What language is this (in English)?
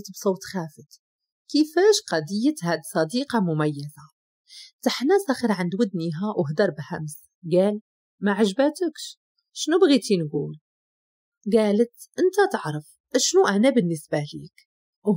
Moroccan Arabic